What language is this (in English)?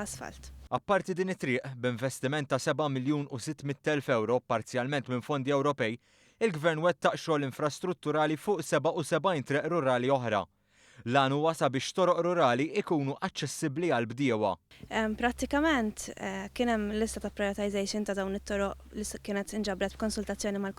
Maltese